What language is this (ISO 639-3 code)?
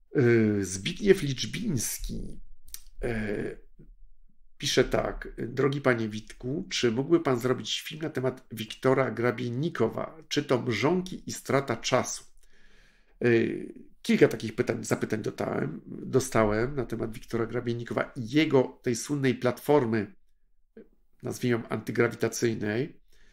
pol